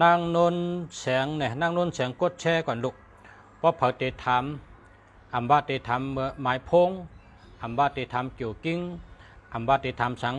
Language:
Shan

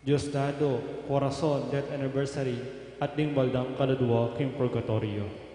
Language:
Pampanga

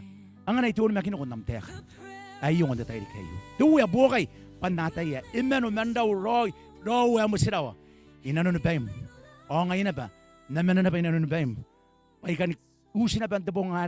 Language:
Gilbertese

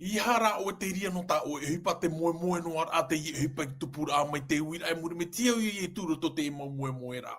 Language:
Tahitian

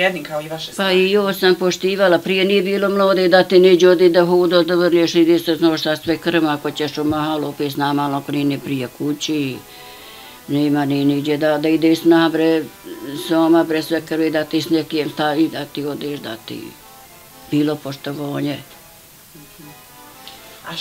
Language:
Bosnian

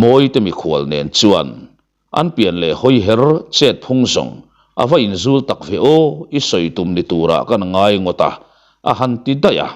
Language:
Mizo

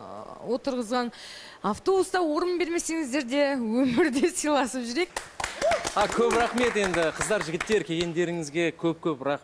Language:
Kazakh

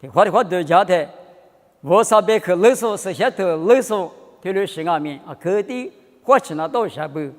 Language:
Lisu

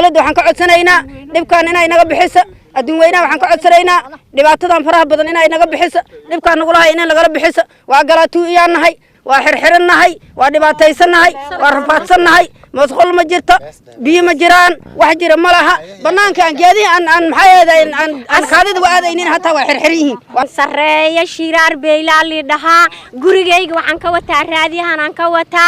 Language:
Somali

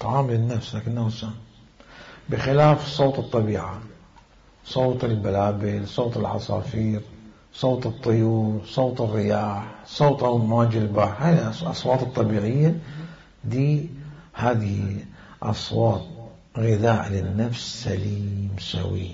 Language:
Mesopotamian Arabic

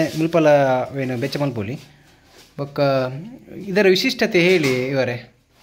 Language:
Tulu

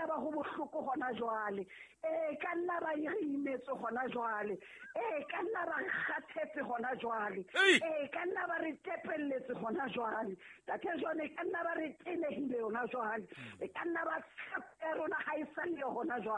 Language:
Southern Sotho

